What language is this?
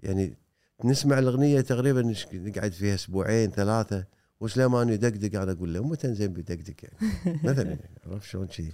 Gulf Arabic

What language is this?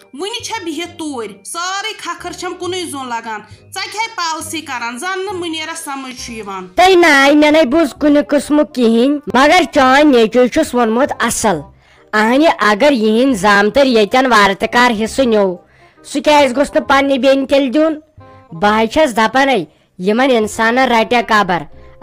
Kashmiri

